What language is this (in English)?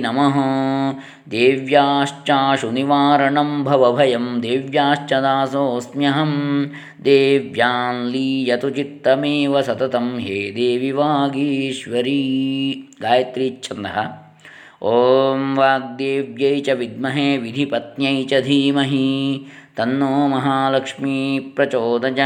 Sanskrit